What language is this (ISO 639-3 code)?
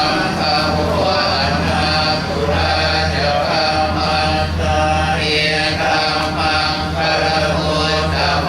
pli